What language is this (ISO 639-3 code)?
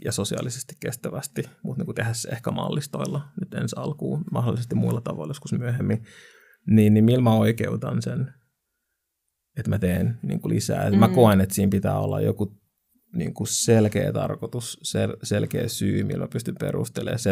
fin